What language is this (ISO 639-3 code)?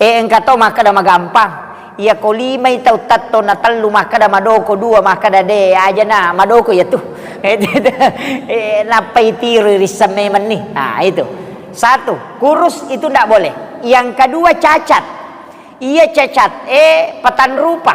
bug